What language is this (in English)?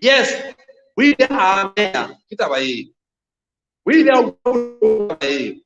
Southern Sotho